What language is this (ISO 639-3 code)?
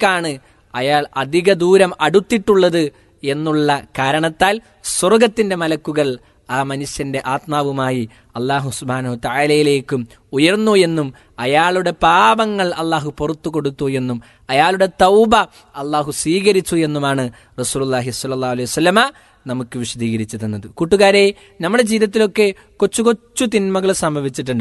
mal